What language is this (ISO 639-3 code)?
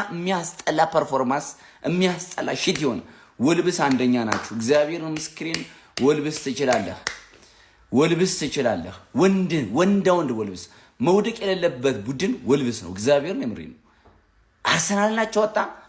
amh